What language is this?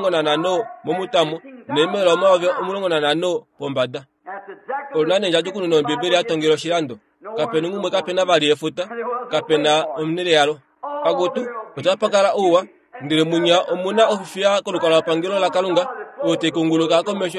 Kuanyama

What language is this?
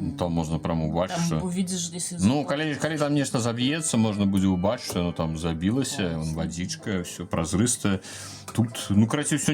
Belarusian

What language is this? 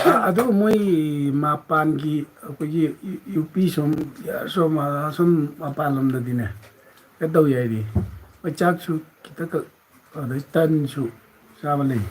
Manipuri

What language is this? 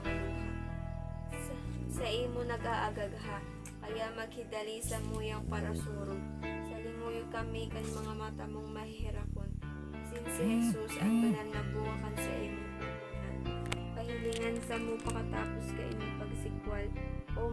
Bikol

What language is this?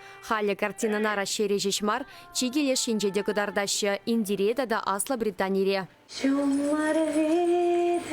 Chuvash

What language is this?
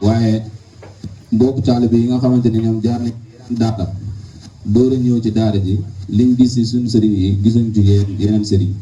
Wolof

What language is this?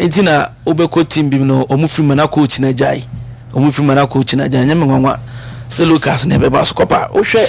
Akan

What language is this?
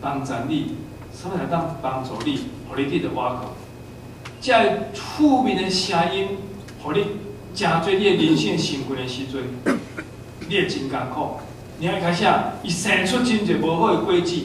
Min Nan Chinese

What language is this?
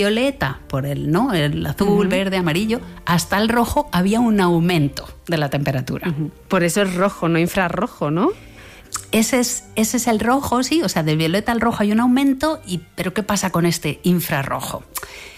Spanish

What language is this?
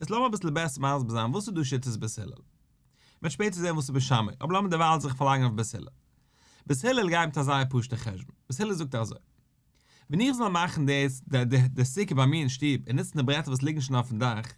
Yiddish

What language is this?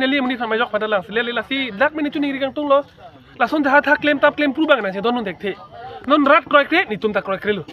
Karbi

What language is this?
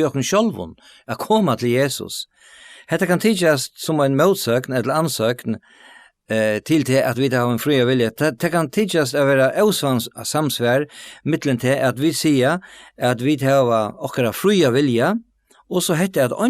Faroese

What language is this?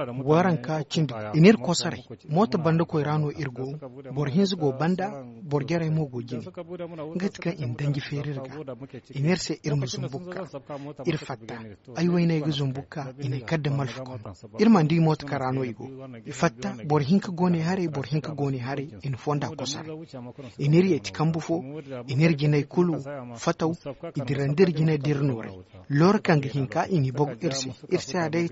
Zarma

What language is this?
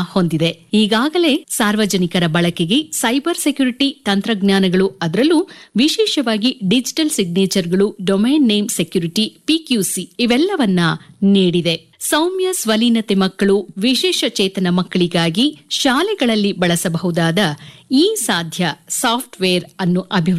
Kannada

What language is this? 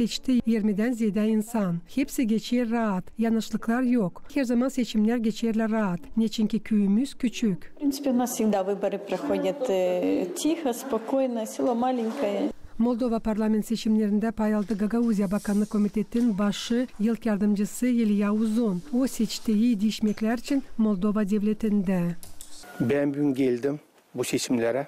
Gagauz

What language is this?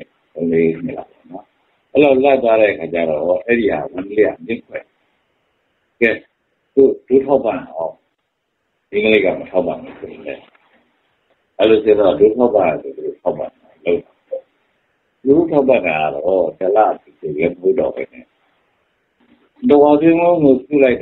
Burmese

